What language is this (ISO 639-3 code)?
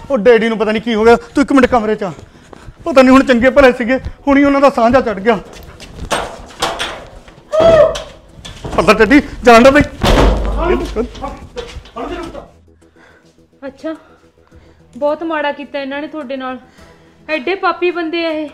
pan